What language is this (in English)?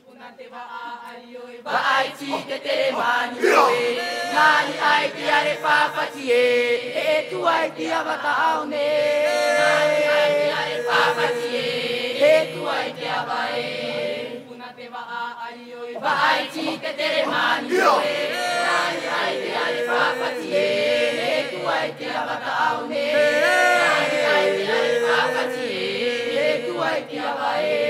Tahitian